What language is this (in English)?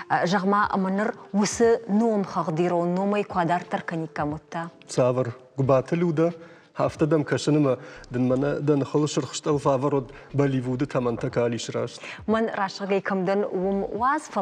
Ossetic